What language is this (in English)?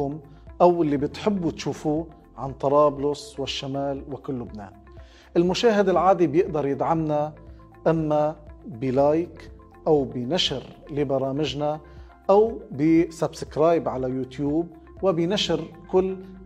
North Levantine Arabic